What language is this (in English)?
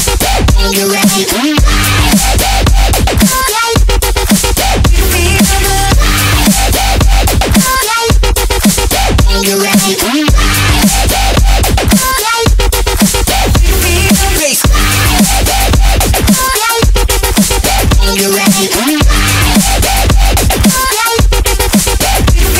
English